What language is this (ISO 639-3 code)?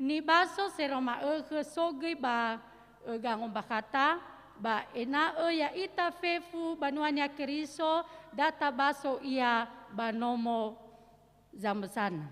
nia